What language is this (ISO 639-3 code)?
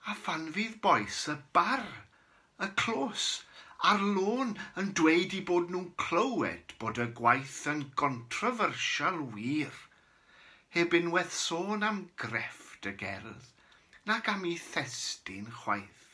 cym